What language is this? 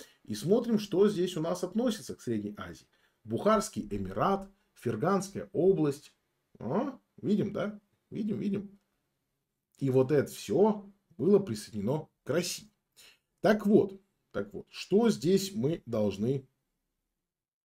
Russian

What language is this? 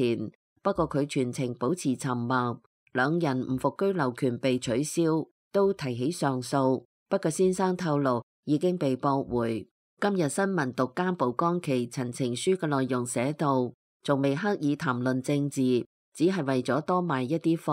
Cantonese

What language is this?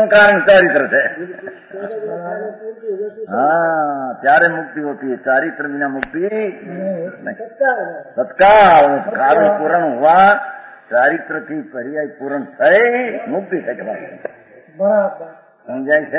Gujarati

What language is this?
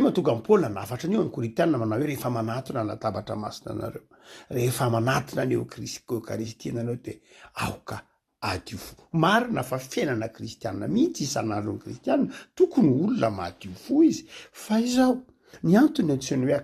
Malagasy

